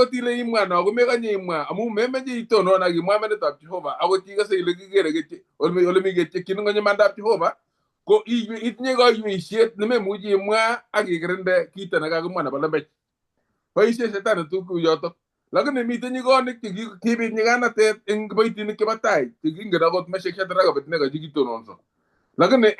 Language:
Kalenjin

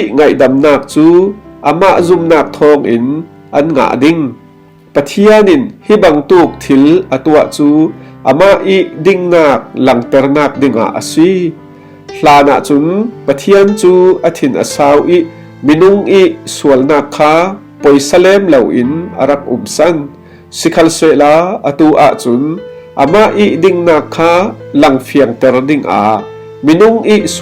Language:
Falam Chin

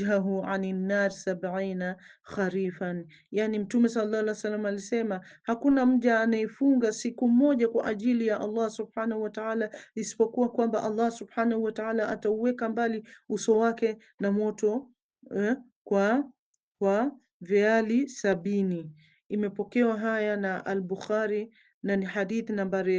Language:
Swahili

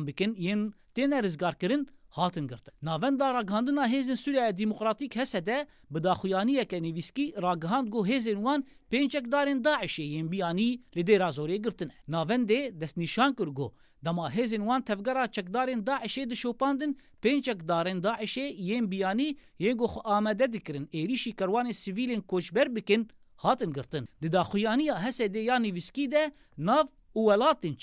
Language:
Kurdish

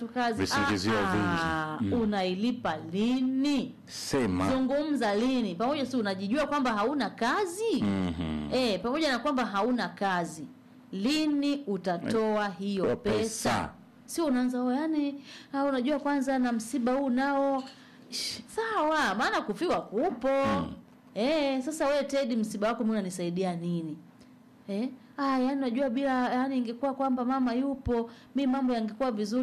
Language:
Swahili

